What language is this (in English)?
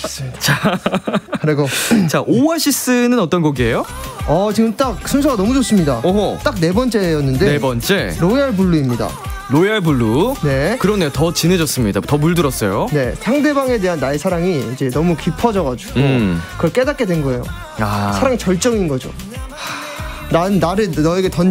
Korean